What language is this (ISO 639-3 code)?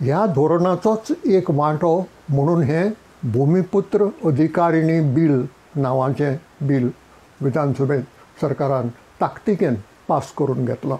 kok